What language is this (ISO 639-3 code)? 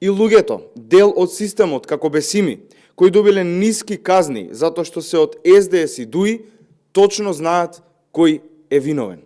mkd